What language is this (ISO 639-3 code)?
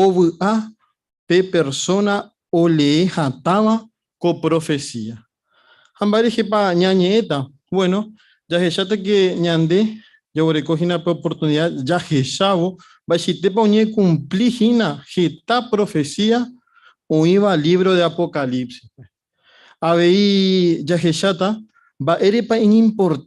grn